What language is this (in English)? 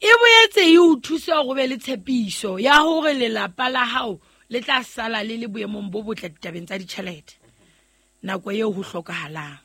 Southern Sotho